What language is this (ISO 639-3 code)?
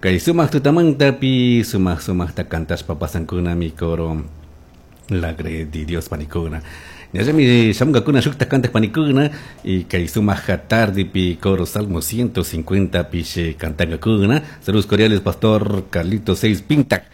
qug